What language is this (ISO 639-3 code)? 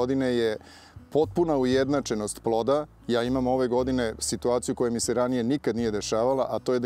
srp